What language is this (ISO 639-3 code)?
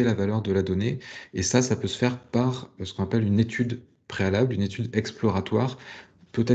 fra